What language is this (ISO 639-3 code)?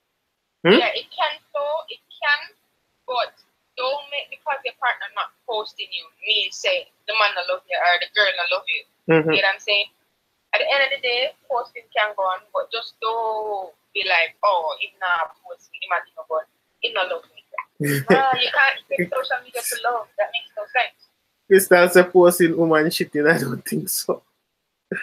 jam